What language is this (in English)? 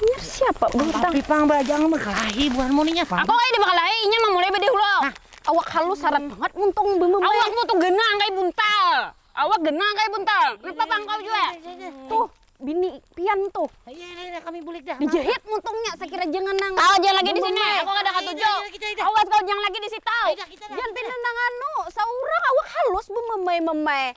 Banjar